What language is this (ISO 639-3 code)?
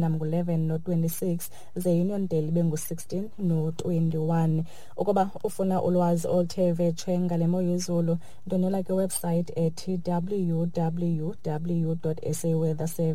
xho